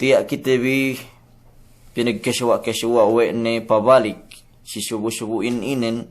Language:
Yakan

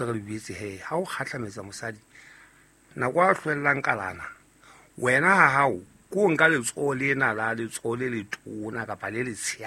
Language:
Southern Sotho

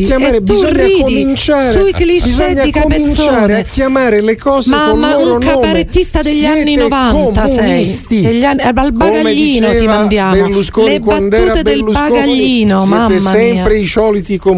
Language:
Italian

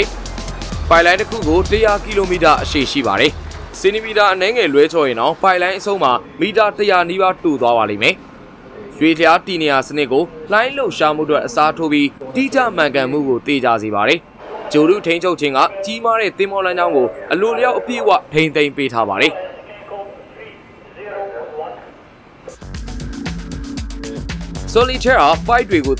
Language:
Burmese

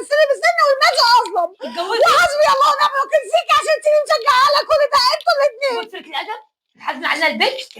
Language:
Egyptian Arabic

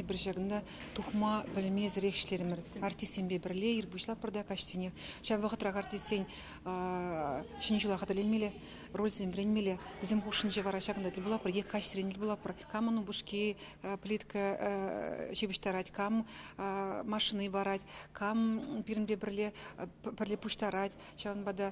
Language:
Chuvash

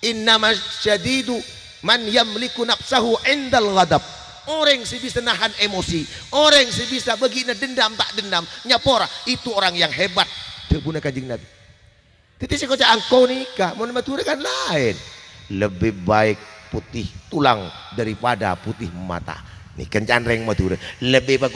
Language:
Madurese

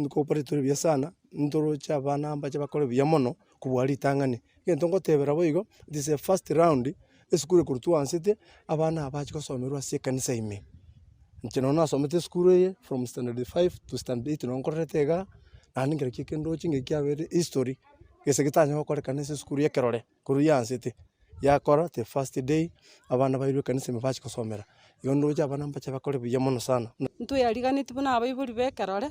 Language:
Gusii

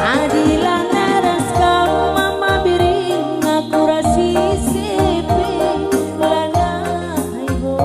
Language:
Batak Karo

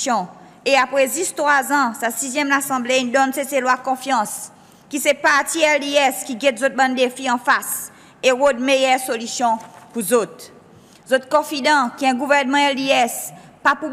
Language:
Seselwa Creole French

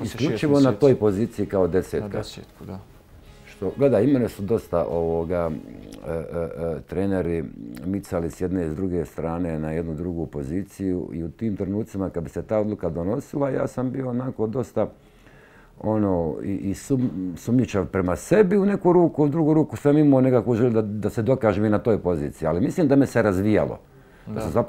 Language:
Bosnian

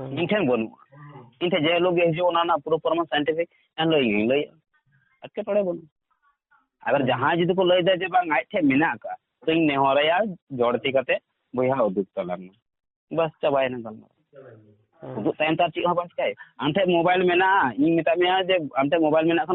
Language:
Santali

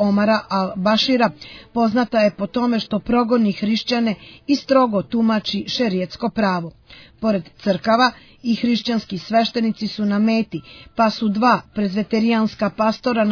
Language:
Serbian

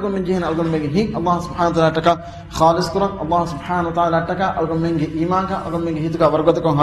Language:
Divehi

